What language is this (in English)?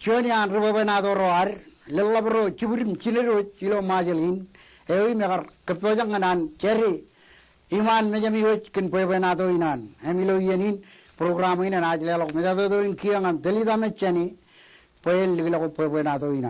Marshallese